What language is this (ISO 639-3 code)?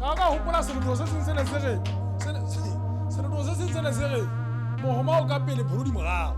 sot